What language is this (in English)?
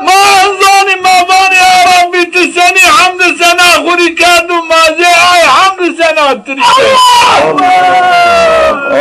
Zaza